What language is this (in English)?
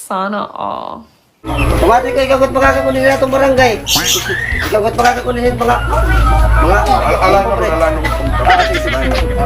Waray